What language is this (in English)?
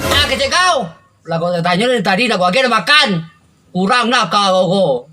Minangkabau